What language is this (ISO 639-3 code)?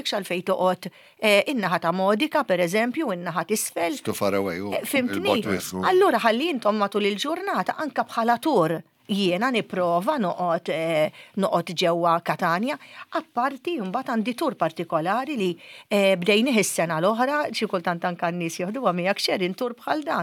mlt